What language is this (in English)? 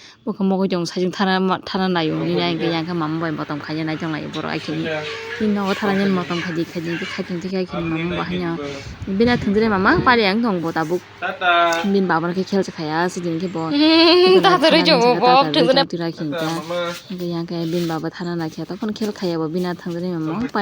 Kok Borok